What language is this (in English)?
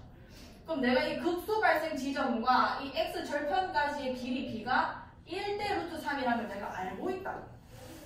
Korean